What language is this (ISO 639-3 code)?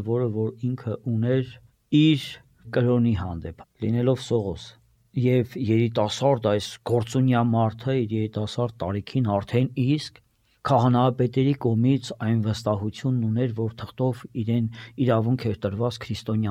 hye